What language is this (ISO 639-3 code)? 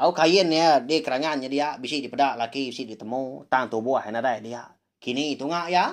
iba